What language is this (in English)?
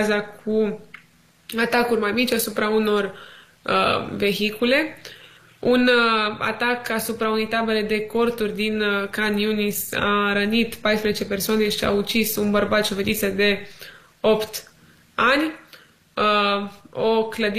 Romanian